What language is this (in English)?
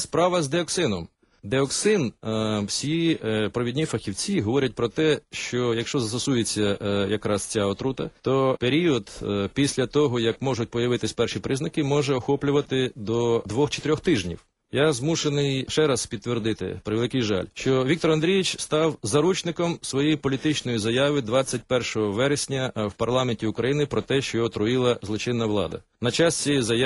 Ukrainian